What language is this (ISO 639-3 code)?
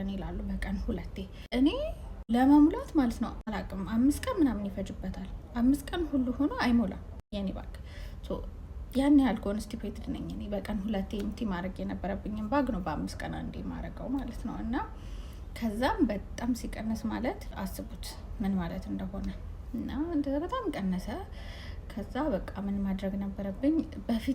amh